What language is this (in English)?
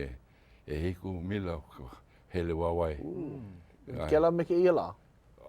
Hawaiian